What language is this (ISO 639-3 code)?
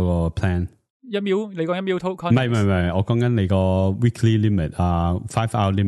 yue